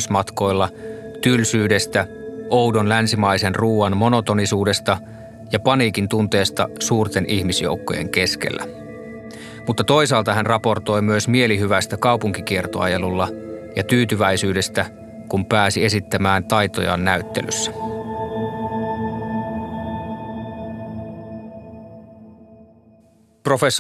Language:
Finnish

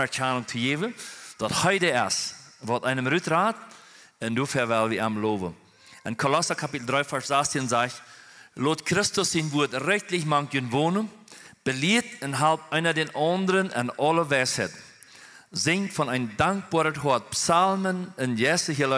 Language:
Plautdietsch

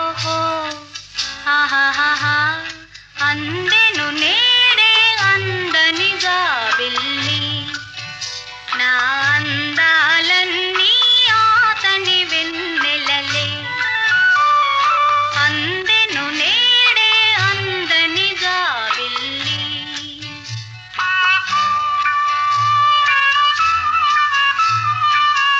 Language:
Telugu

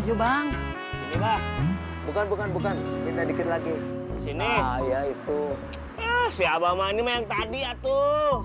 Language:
Betawi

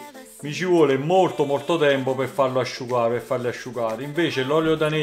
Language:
Italian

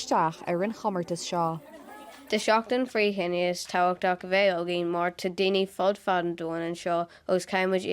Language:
Irish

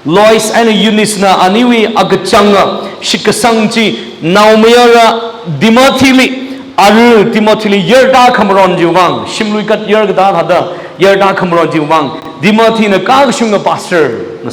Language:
Tangkhul Naga (India)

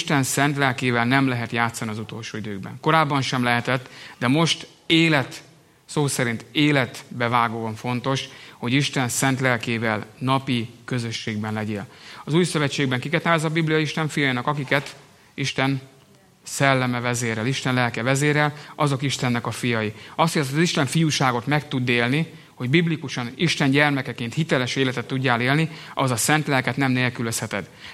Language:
Hungarian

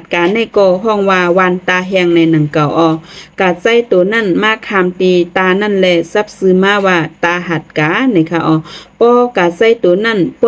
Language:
Shan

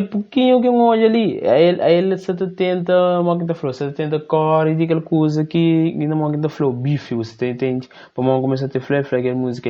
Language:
Kabuverdianu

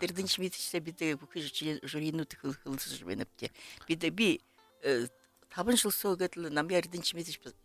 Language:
Buriat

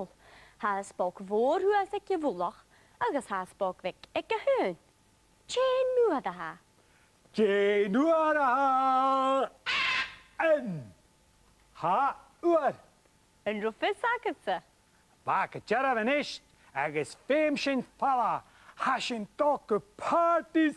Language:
Scottish Gaelic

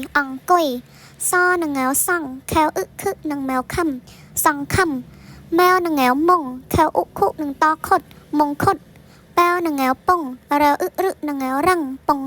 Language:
Khmer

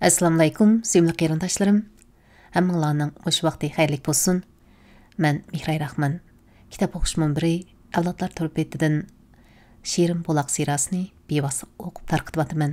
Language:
Uyghur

